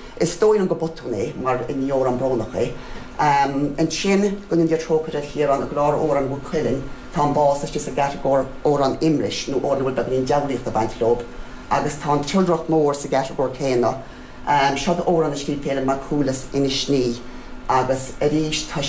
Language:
Irish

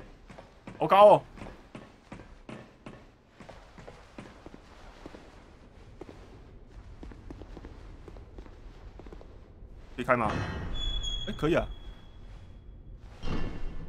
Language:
Chinese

